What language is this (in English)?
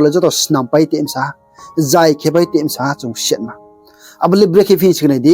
Riang (India)